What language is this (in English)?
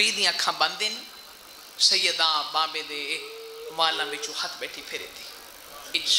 Saraiki